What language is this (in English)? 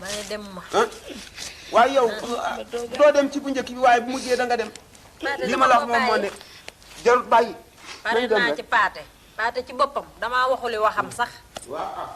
Wolof